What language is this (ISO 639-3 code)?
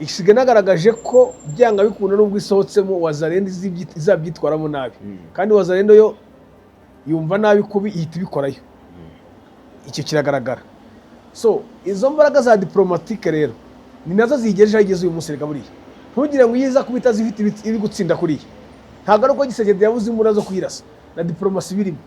kin